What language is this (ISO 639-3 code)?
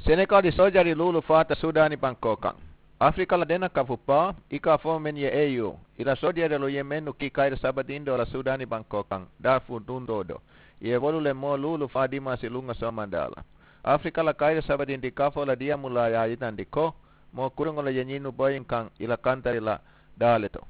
man